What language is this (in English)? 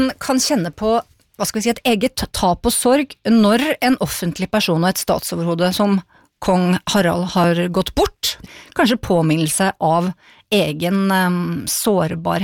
Norwegian